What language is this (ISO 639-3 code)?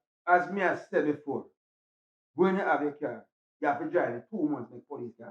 jam